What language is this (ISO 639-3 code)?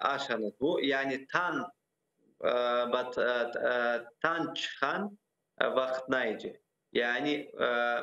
crh